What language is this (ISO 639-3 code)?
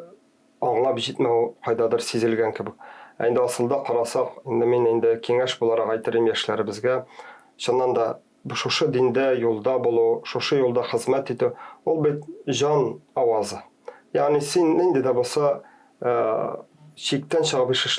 tat